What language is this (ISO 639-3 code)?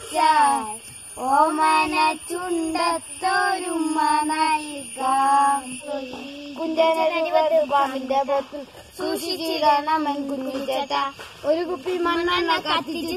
mal